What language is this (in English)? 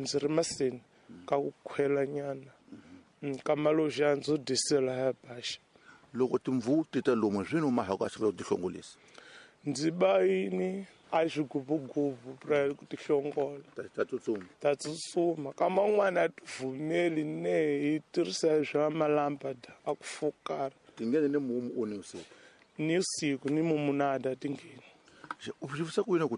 Tsonga